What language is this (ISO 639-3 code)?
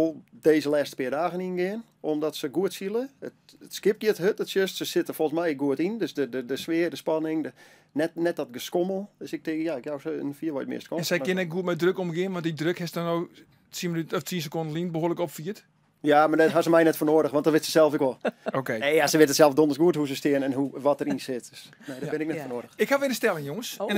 fry